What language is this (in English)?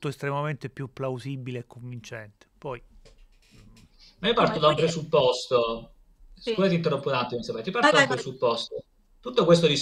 Italian